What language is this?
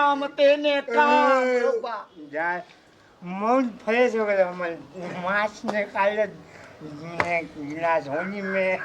Maithili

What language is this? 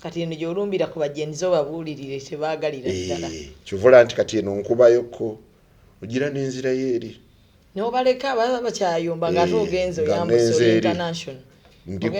Ganda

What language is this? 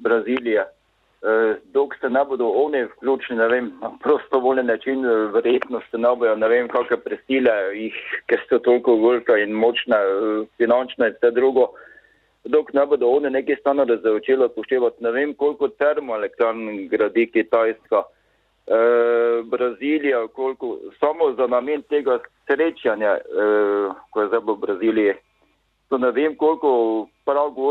Slovenian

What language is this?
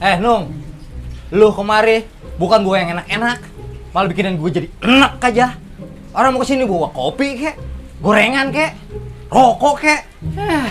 Betawi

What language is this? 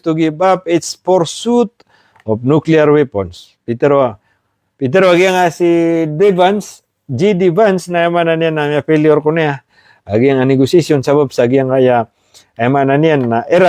Maranao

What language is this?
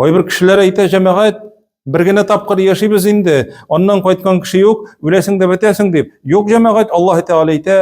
Tatar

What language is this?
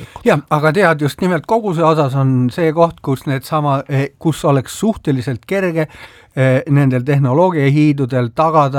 Estonian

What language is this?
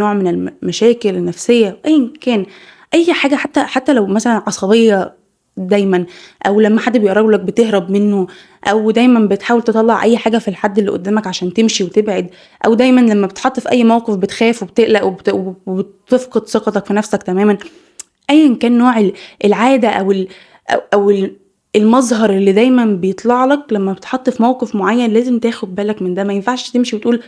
Egyptian Arabic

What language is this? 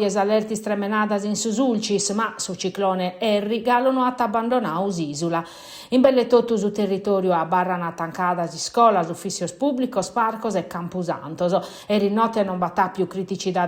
Sardinian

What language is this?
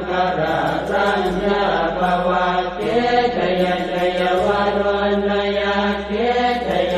Pali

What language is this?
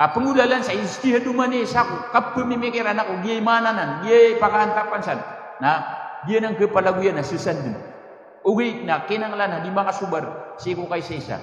Maranao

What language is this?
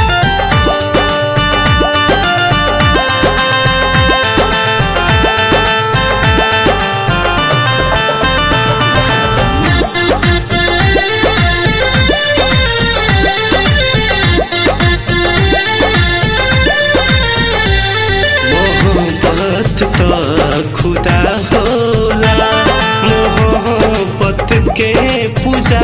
Bhojpuri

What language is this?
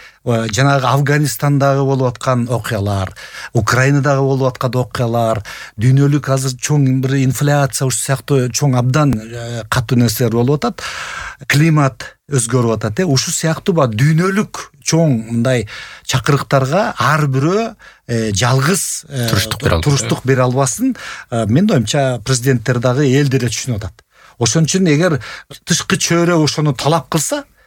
Kyrgyz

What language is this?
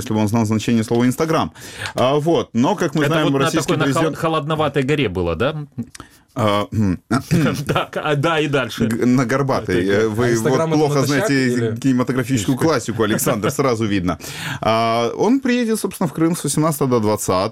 Russian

